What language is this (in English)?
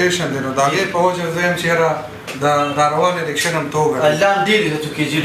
Pashto